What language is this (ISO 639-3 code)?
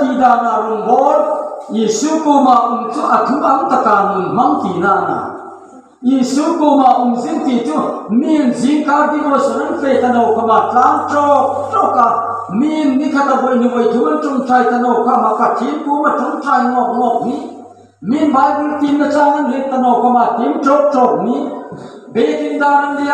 hmr